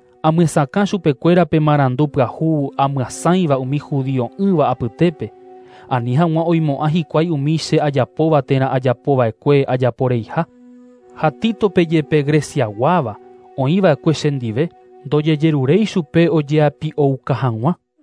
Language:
Guarani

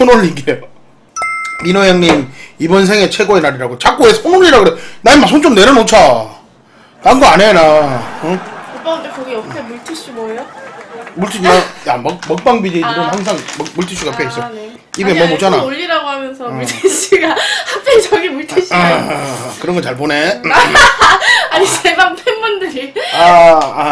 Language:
Korean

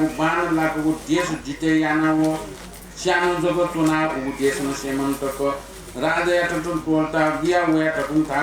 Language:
Newari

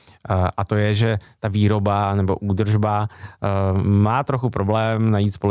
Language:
Czech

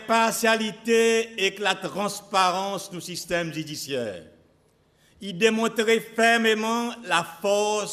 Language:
Seselwa Creole French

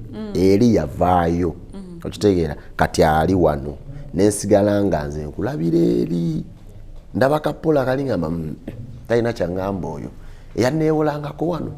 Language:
Ganda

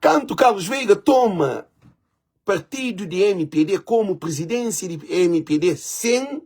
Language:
Kabuverdianu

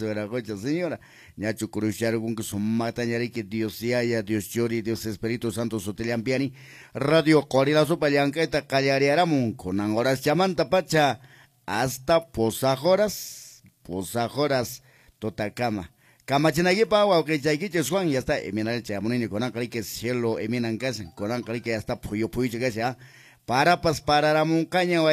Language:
Quechua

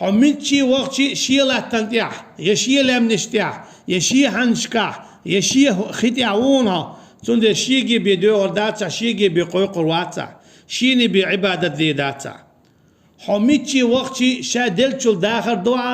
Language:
Chechen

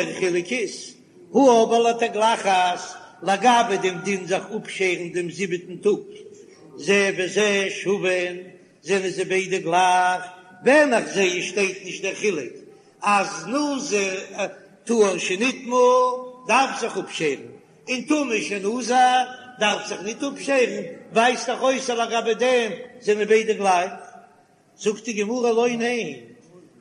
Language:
Yiddish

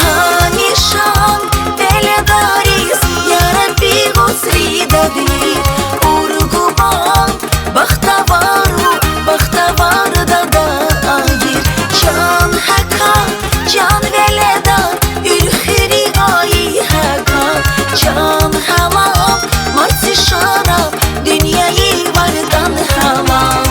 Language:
Tabassaran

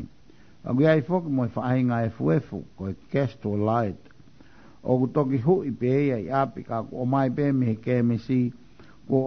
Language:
Tongan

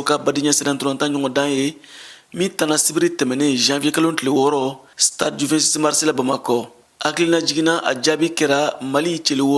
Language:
Bambara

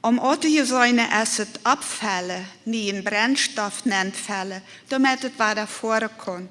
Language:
Plautdietsch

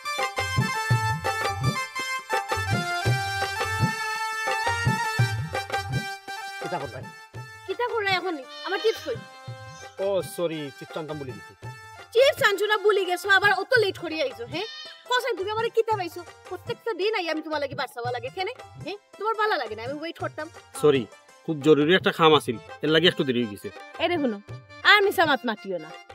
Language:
Sylheti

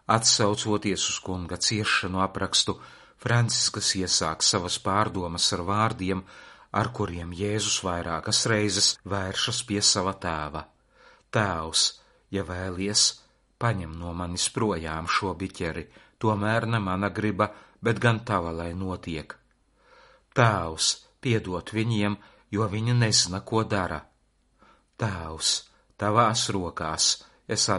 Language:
Latvian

